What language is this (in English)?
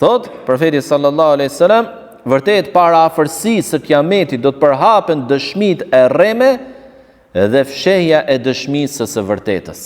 Albanian